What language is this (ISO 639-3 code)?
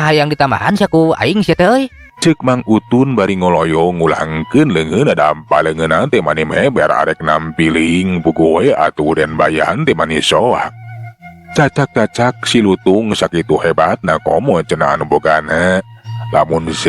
sun